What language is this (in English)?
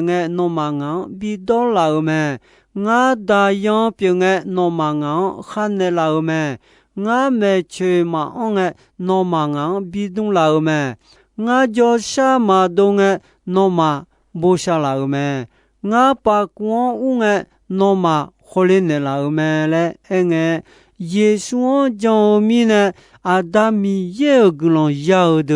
Akha